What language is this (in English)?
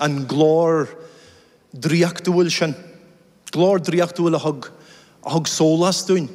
Irish